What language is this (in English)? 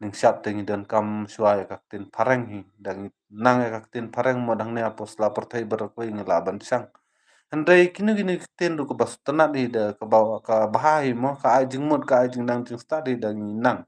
Khasi